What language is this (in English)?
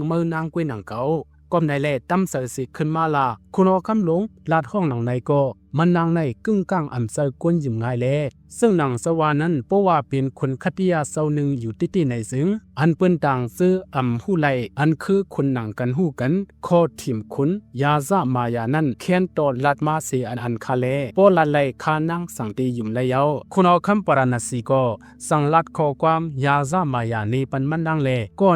Shan